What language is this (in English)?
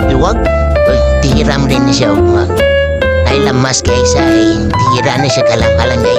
Cebuano